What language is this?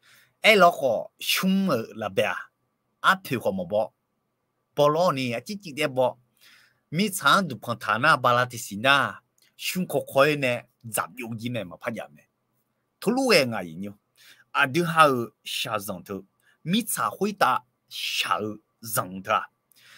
Akha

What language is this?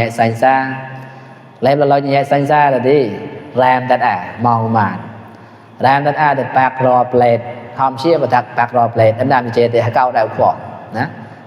Mon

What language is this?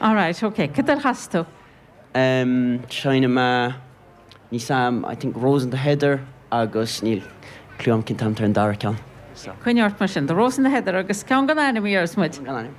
Irish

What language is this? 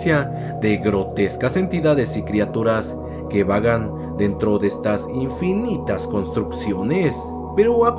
Spanish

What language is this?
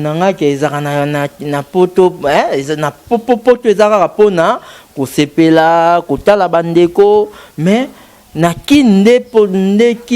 Lingala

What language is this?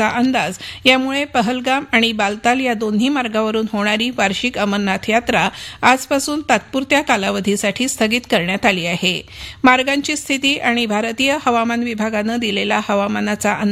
Marathi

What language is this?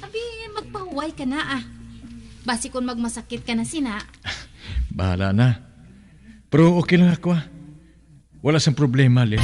Hiligaynon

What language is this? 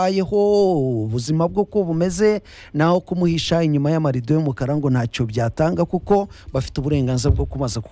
Kinyarwanda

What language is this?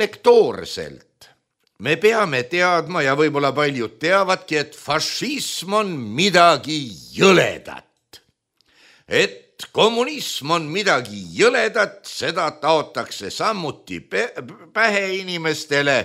Estonian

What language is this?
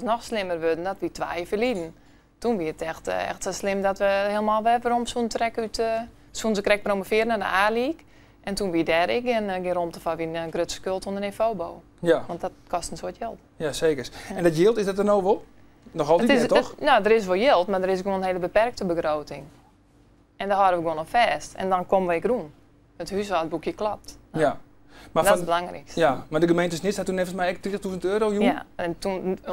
Western Frisian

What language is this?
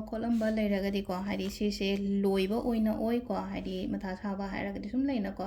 Manipuri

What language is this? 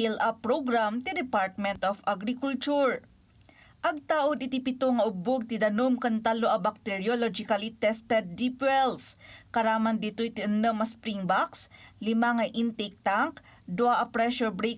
Iloko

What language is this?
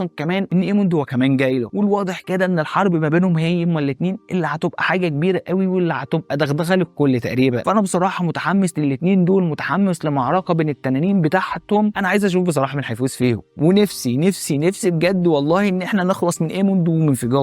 Egyptian Arabic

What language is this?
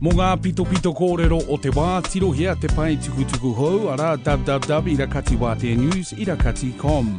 Māori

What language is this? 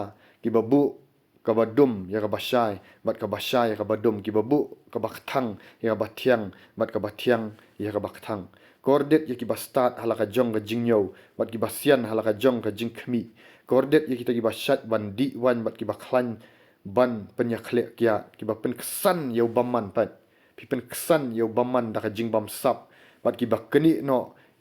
Khasi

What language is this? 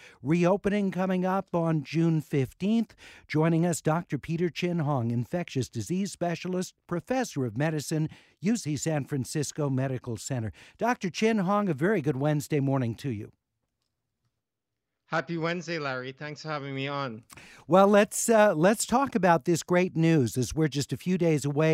English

